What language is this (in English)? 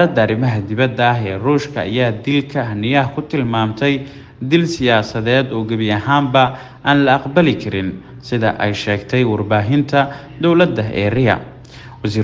Somali